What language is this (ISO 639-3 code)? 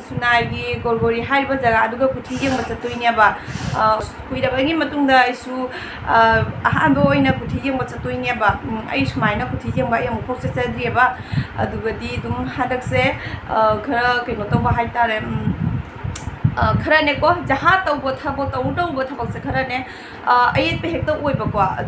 mni